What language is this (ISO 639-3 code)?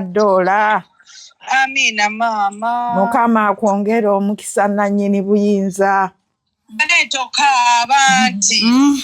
lug